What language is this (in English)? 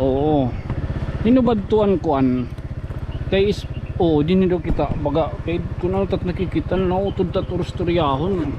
Waray